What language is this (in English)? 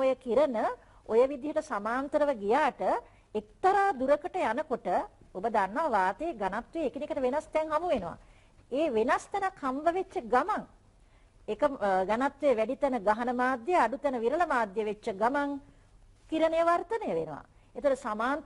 Sinhala